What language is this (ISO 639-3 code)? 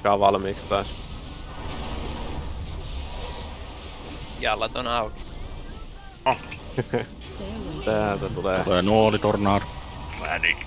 fin